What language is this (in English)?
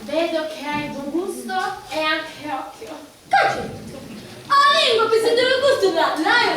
Sicilian